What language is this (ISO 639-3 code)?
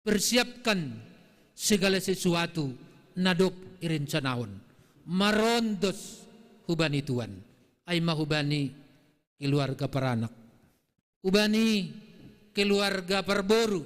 bts